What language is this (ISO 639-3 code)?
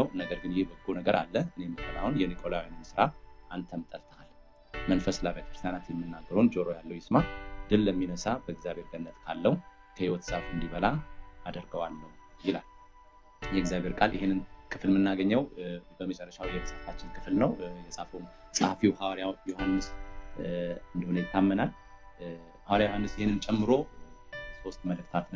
amh